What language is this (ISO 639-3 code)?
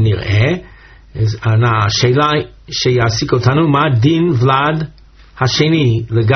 heb